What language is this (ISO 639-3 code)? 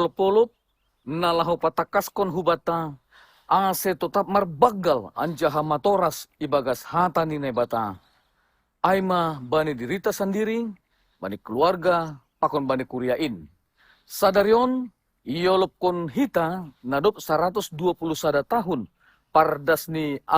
bts